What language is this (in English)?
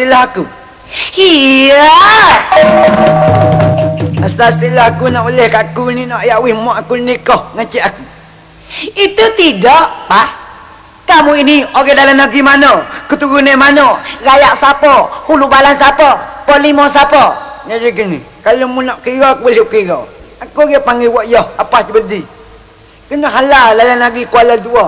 Malay